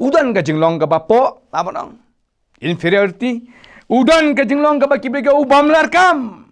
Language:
Khasi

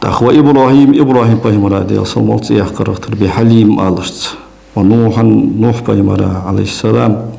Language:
Ingush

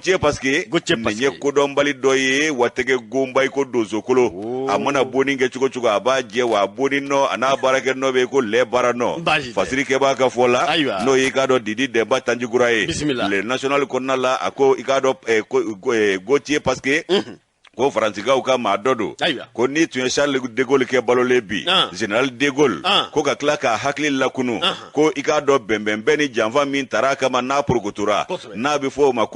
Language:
Bambara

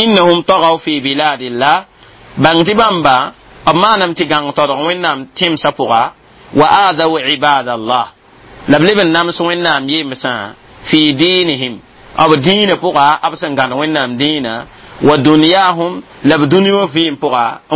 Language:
Mossi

